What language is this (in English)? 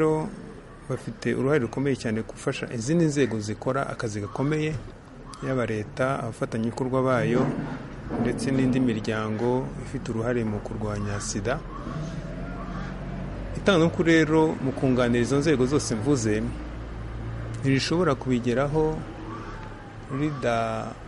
Kinyarwanda